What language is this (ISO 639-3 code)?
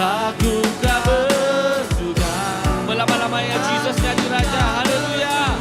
iba